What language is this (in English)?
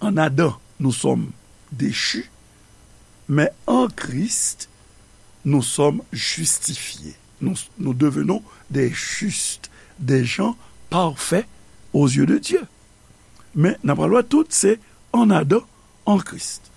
Haitian Creole